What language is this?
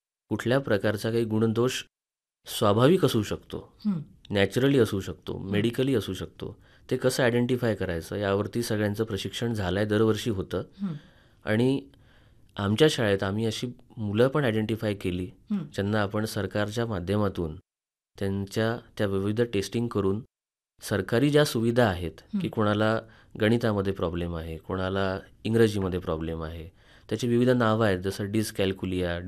Marathi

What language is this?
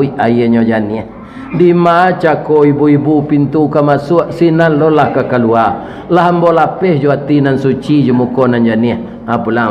Minangkabau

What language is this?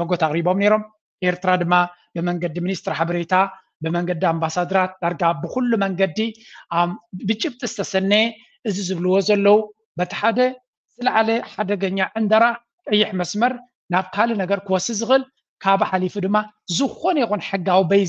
Tigrinya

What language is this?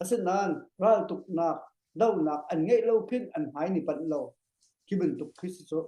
Hakha Chin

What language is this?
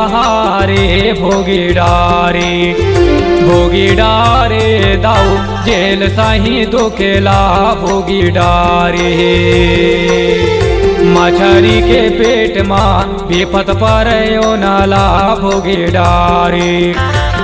Chhattisgarhi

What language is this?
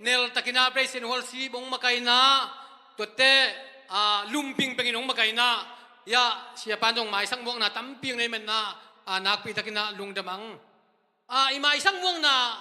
Tedim Chin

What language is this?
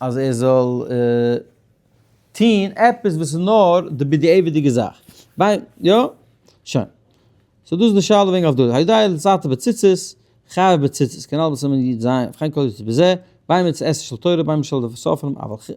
Yiddish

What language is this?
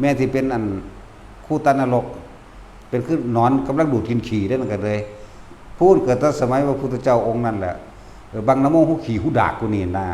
Northeastern Thai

